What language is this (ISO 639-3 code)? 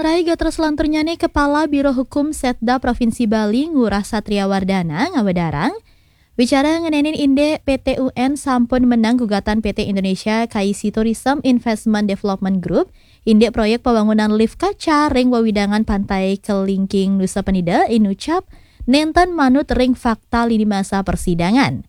ban